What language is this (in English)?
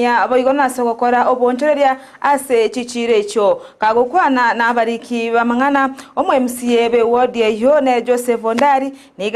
Gusii